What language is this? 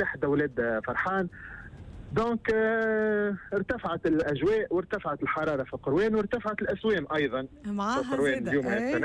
Tunisian Arabic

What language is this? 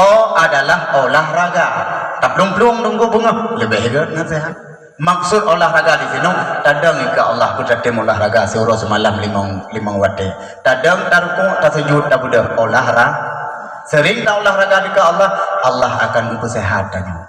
Achinese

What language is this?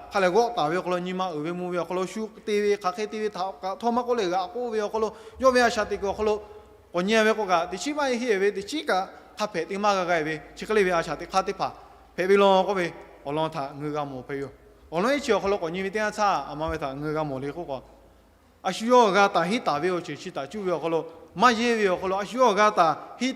Lahu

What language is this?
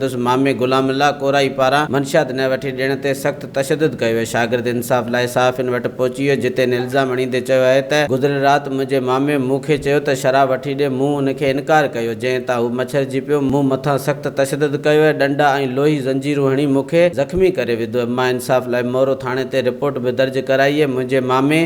Sindhi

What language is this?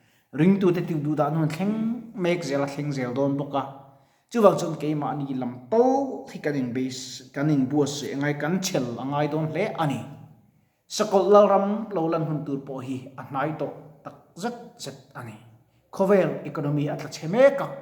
Mizo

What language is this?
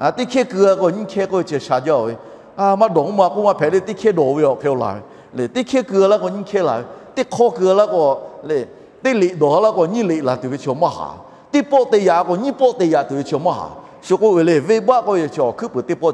Lahu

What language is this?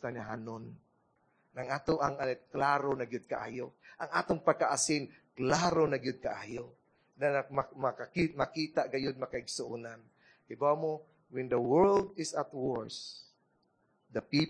Cebuano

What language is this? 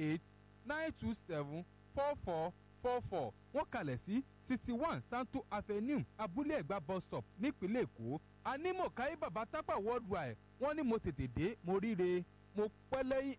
Yoruba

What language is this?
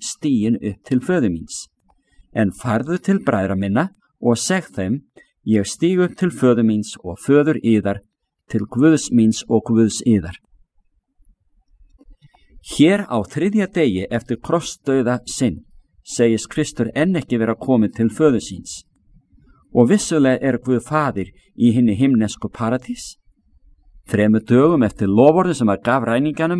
Icelandic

